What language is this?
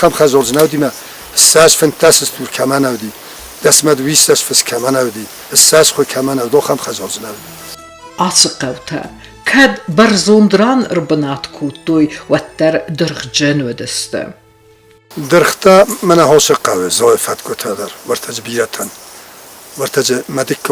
Ossetic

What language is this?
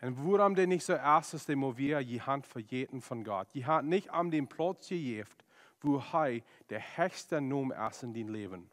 Plautdietsch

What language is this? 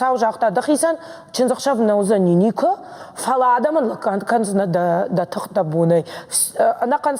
Ossetic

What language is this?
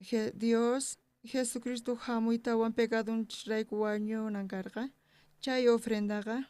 South Bolivian Quechua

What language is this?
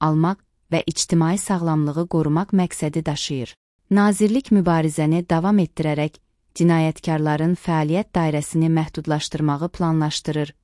Azerbaijani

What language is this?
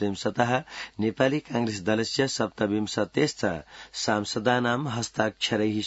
Sanskrit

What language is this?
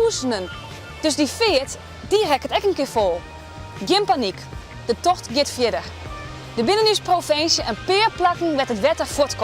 Western Frisian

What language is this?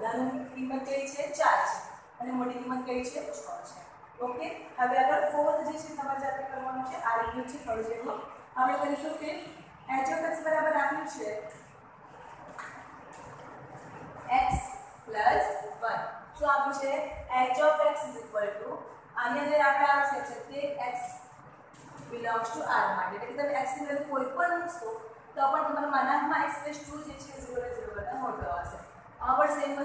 Gujarati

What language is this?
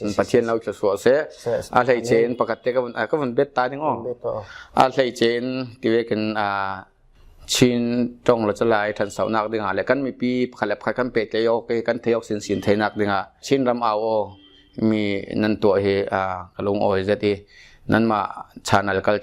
Falam Chin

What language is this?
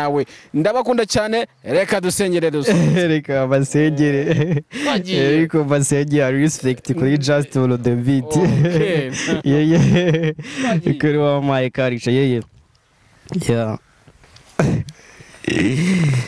Kinyarwanda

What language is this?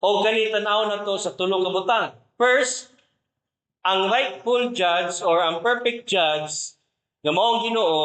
Cebuano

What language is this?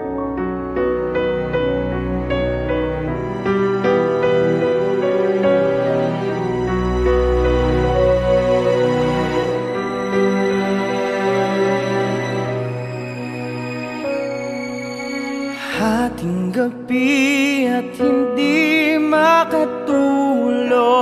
Filipino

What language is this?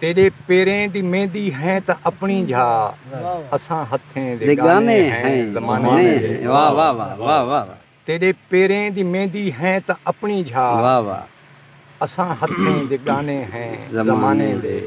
Saraiki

